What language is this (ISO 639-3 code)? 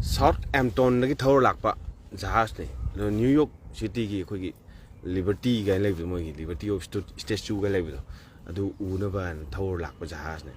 mni